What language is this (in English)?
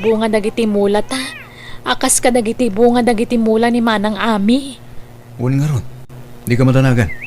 Iloko